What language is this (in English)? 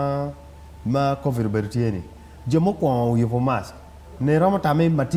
Acoli